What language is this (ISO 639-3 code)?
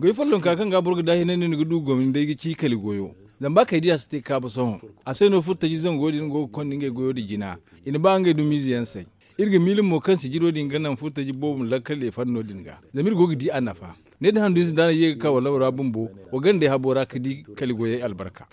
dje